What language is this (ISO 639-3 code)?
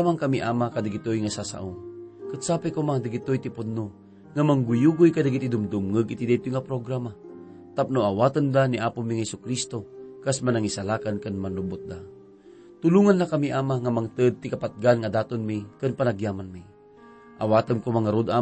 ilo